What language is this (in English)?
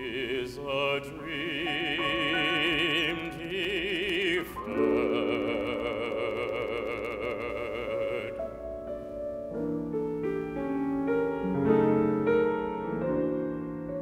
English